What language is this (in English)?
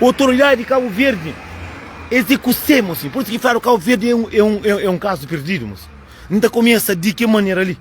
Kabuverdianu